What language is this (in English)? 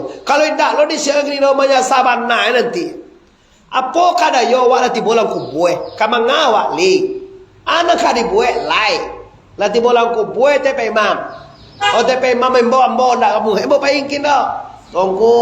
Minangkabau